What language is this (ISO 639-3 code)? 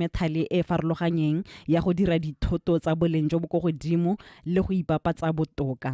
tsn